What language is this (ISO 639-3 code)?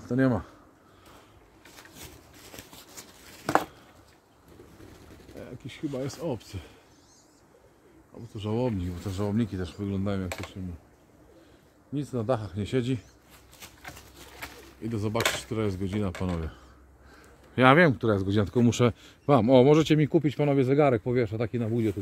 pol